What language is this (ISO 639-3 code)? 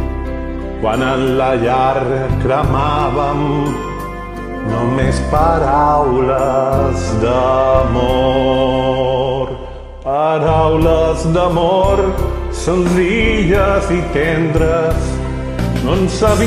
cat